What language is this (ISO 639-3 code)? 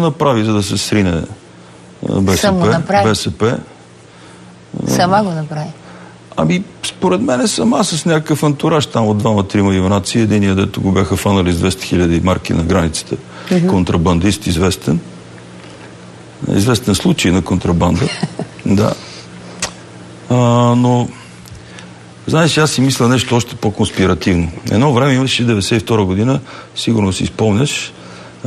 bul